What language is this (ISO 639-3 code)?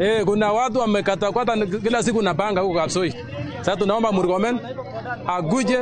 kik